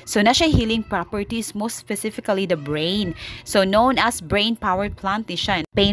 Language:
Cebuano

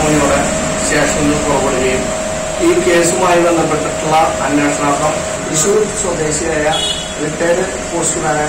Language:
Malayalam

